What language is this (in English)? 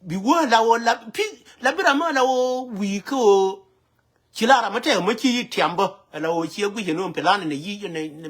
Nuer